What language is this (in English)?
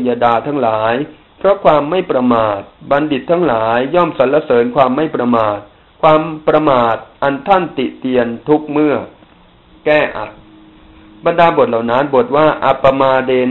Thai